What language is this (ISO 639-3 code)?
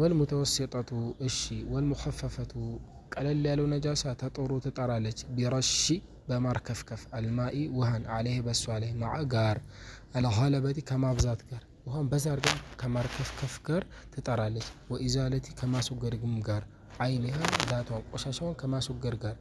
amh